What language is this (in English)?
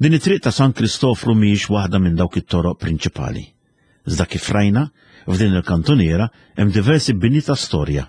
Maltese